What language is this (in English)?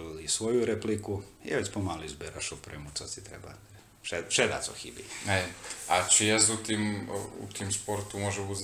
Slovak